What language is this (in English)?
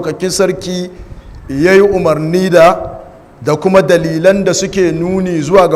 Hausa